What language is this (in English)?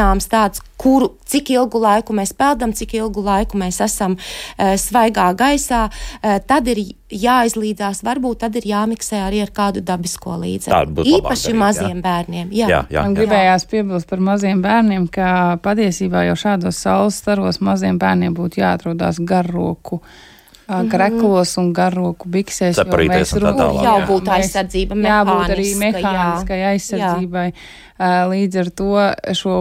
Latvian